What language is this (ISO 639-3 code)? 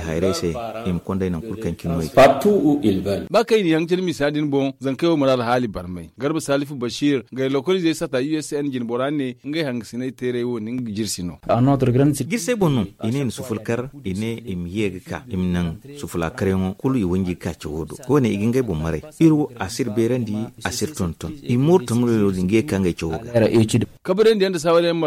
dje